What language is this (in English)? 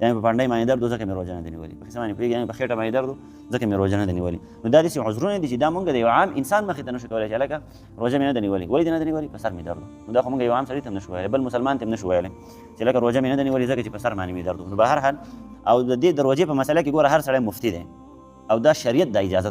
Pashto